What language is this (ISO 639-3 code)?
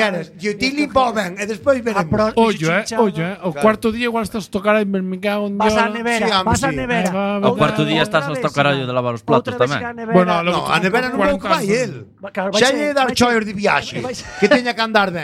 glg